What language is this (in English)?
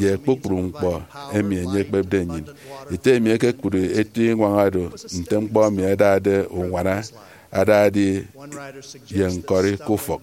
Efik